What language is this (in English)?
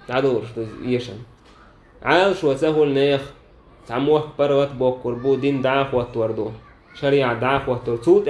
Chechen